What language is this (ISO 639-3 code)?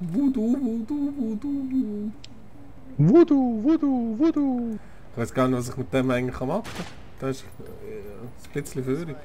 gsw